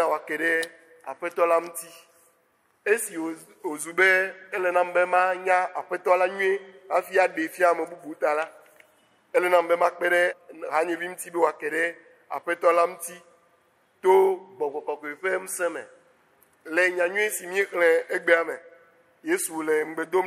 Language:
Ewe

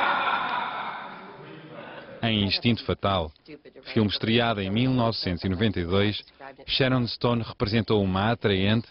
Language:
Portuguese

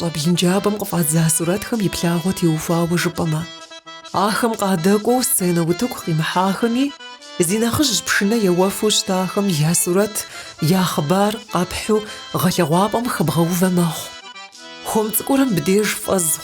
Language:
Kabardian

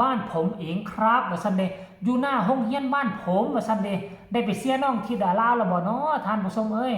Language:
Northeastern Thai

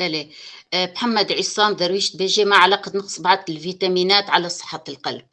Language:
Kurdish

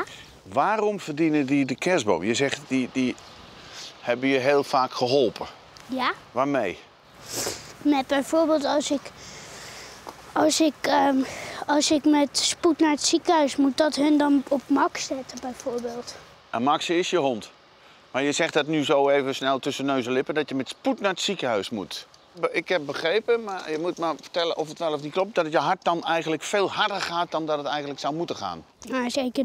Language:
Dutch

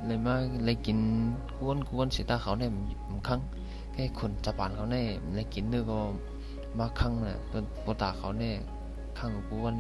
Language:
Shan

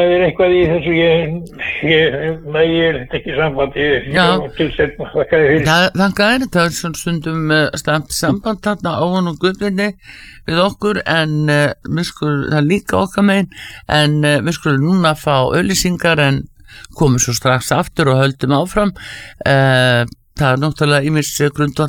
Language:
Icelandic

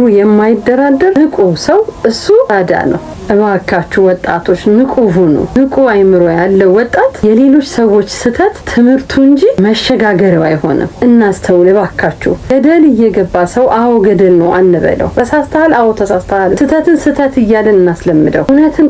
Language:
Amharic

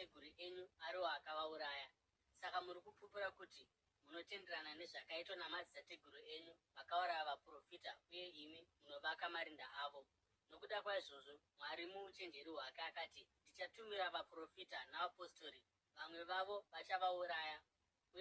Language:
Shona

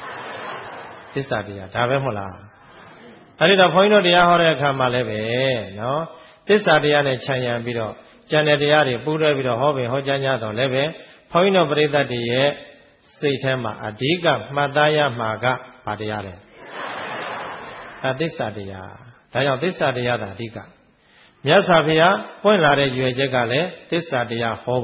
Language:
Burmese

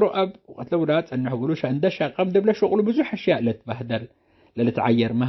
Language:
Tigre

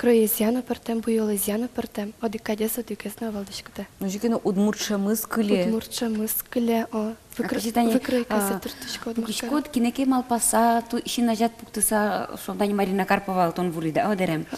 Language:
Udmurt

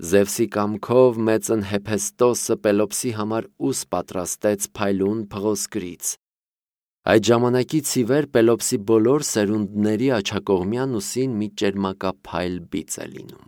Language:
Armenian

